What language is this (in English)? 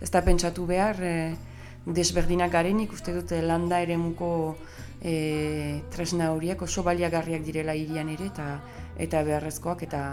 Basque